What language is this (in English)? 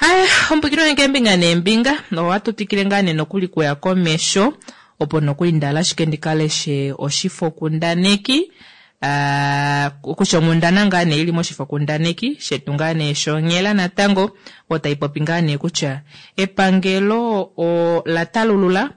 Kuanyama